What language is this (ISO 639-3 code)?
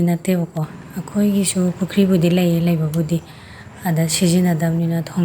mni